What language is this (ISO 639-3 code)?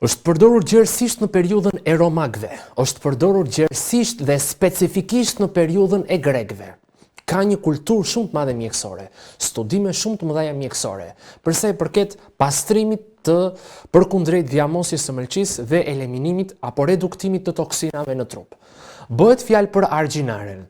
sqi